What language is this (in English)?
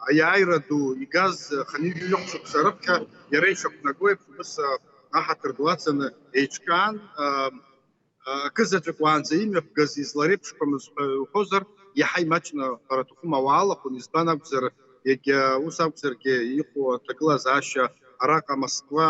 Abkhazian